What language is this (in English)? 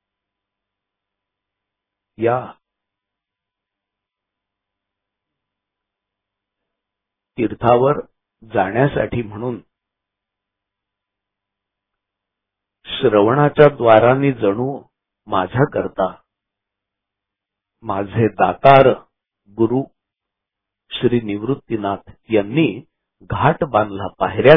Marathi